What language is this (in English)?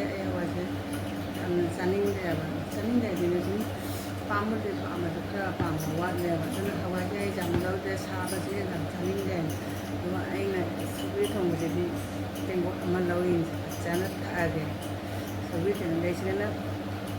Manipuri